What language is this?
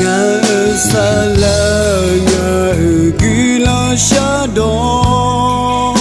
Akha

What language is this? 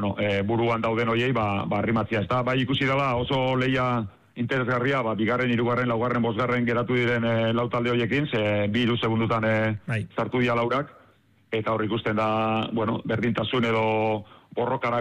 Basque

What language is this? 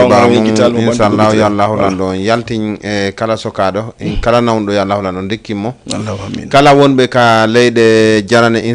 Fula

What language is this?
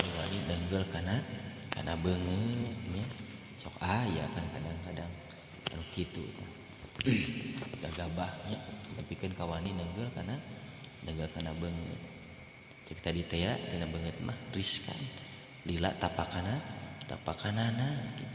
Sundanese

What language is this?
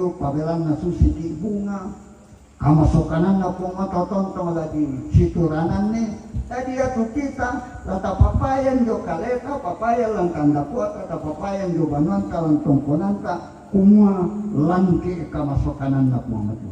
Toraja-Sa'dan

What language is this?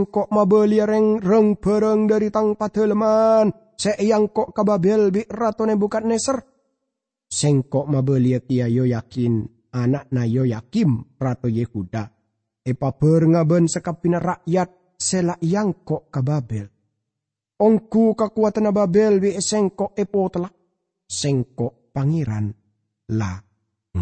Madurese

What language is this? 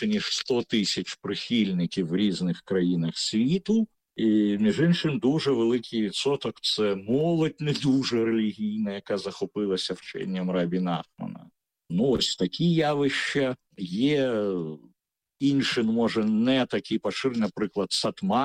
Ukrainian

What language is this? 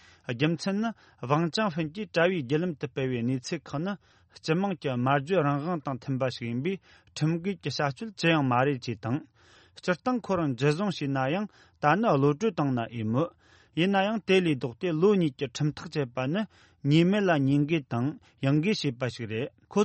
Tibetan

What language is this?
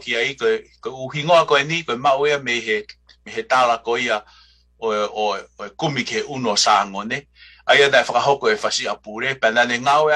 Tongan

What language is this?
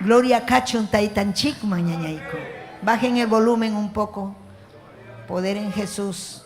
Ayacucho Quechua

